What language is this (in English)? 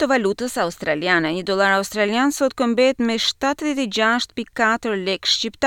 Albanian